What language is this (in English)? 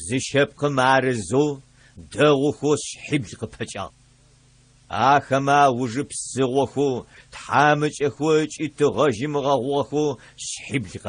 Adyghe